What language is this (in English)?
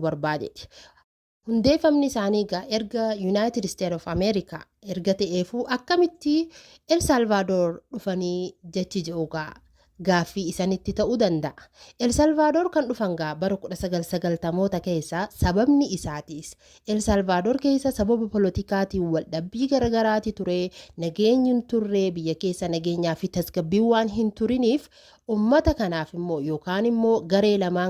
Oromo